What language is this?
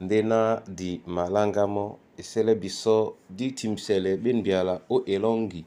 Duala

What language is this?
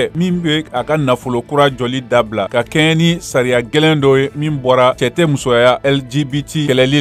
Bambara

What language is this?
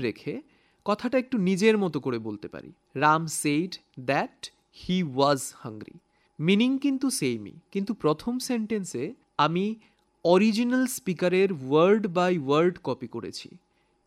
Bangla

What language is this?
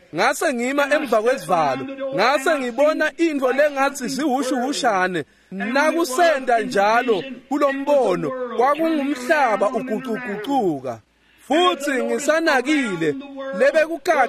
Swati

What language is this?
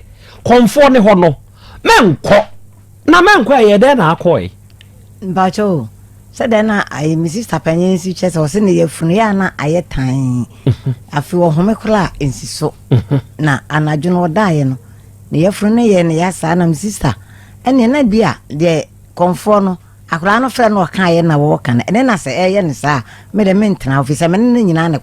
Akan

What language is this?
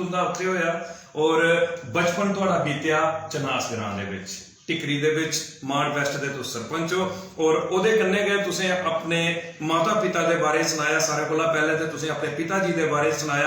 Dogri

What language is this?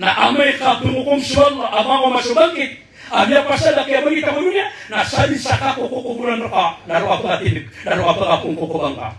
Maranao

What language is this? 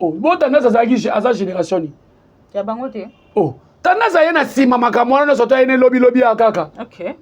Lingala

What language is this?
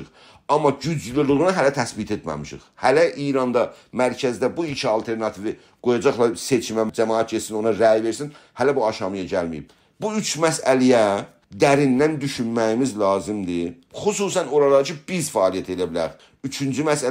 South Azerbaijani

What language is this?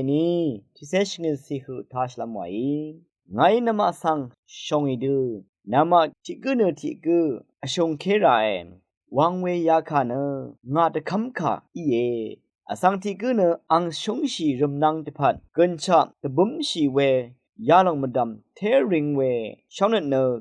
Rawang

